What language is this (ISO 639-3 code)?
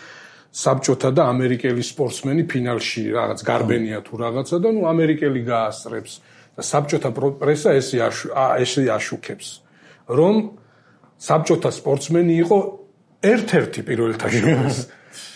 kat